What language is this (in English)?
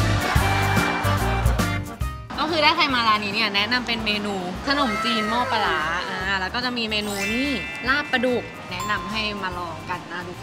Thai